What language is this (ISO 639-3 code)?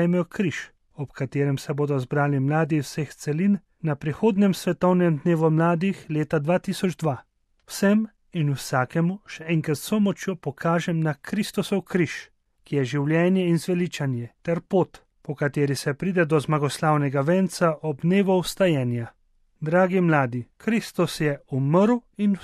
slv